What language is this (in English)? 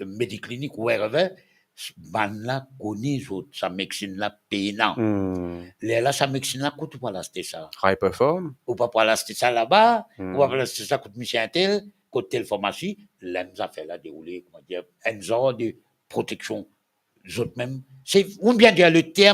Morisyen